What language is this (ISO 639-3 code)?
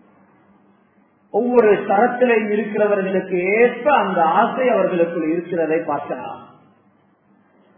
tam